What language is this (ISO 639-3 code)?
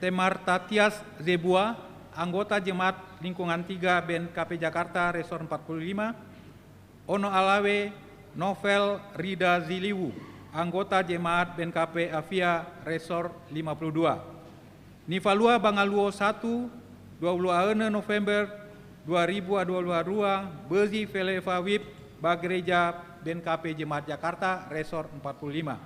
nia